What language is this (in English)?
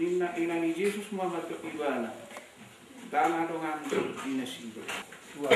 Batak Toba